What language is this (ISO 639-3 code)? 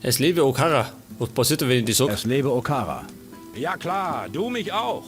bar